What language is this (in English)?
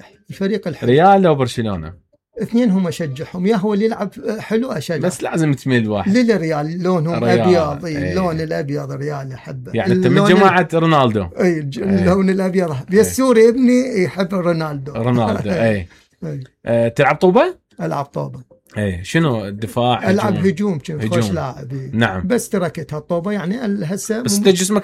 Mesopotamian Arabic